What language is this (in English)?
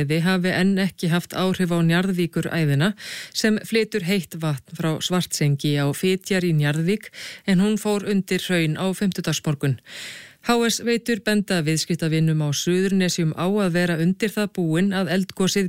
Icelandic